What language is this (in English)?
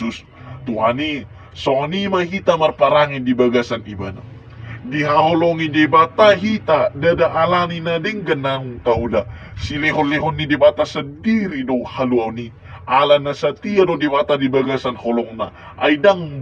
Batak Toba